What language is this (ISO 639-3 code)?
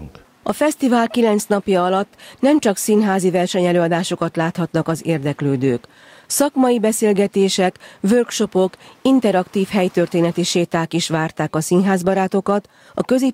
hun